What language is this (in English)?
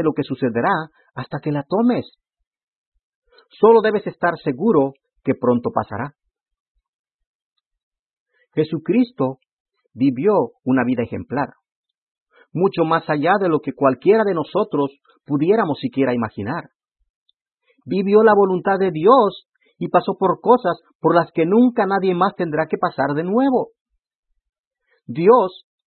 Spanish